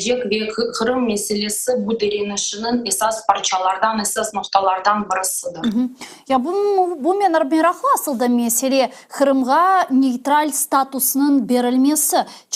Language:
Crimean Tatar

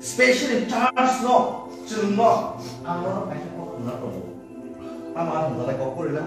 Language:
Kok Borok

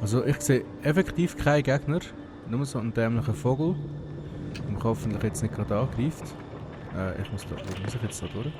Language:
Swiss German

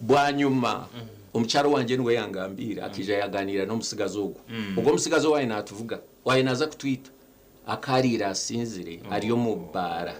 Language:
Nyankole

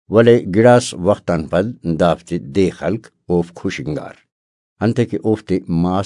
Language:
Brahui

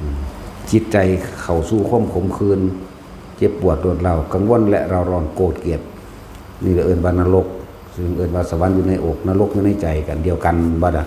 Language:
Northeastern Thai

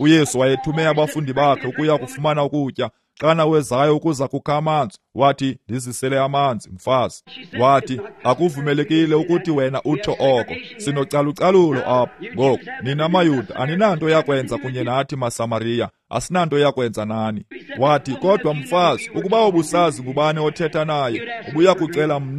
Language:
Xhosa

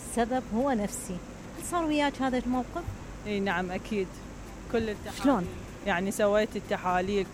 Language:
Mesopotamian Arabic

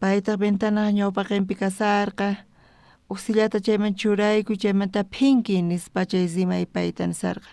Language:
South Bolivian Quechua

